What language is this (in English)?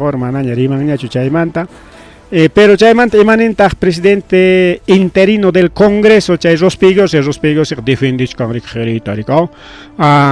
Ayacucho Quechua